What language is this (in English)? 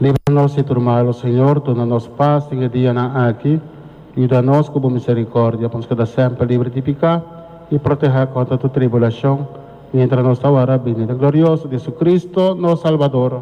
Papiamento